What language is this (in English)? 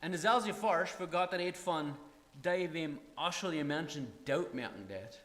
Plautdietsch